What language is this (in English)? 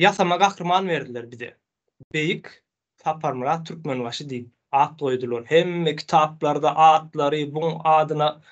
Turkmen